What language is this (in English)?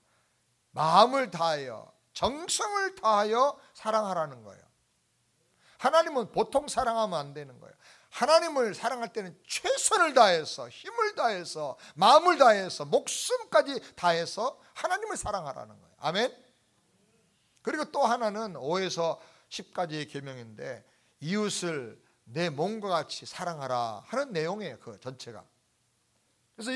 Korean